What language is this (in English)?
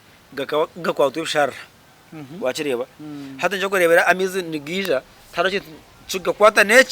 Nyankole